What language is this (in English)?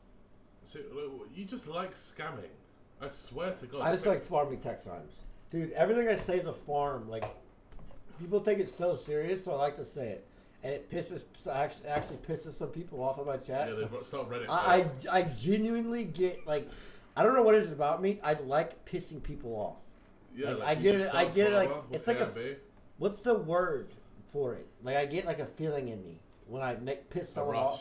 English